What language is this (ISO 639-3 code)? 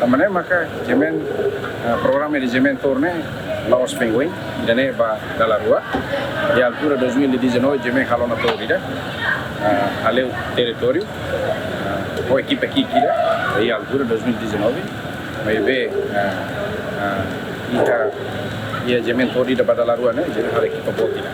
tet